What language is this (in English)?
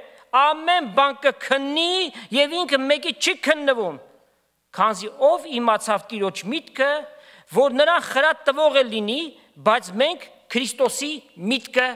Armenian